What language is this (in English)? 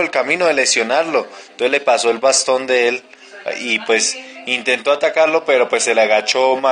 Spanish